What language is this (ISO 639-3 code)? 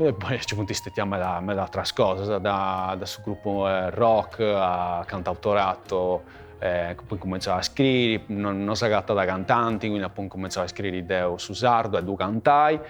srd